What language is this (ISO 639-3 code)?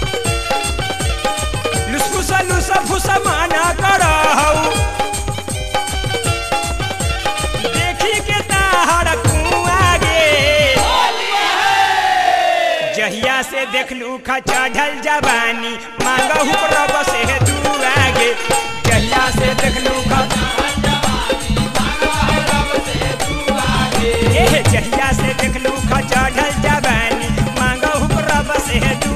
bho